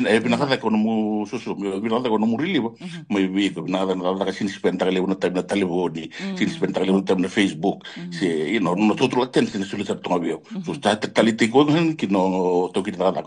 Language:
Fijian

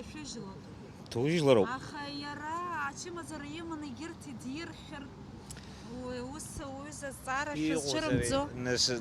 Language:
Abkhazian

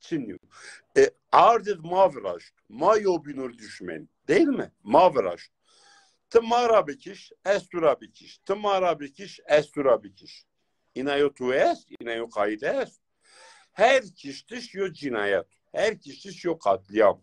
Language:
Zaza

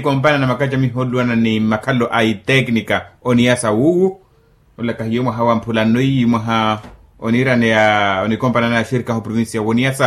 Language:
Makhuwa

